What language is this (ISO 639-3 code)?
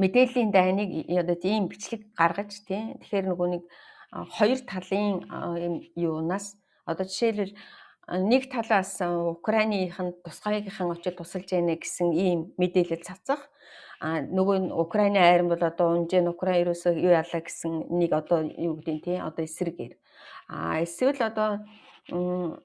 mon